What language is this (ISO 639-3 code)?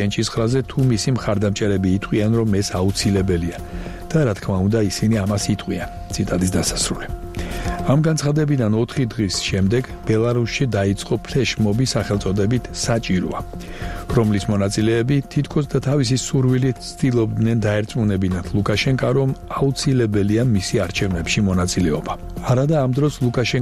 kat